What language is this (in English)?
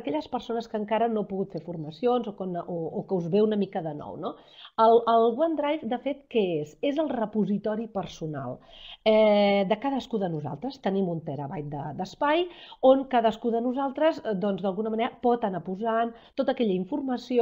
Catalan